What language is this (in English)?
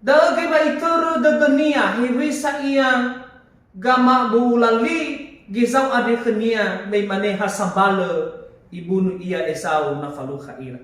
Nias